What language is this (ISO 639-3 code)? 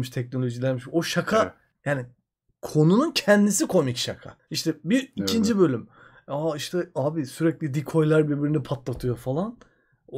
tur